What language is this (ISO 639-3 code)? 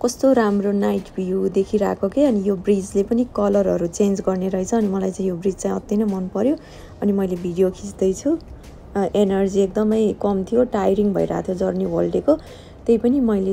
nep